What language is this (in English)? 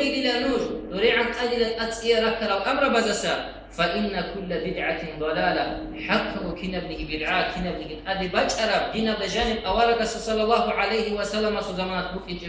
Avaric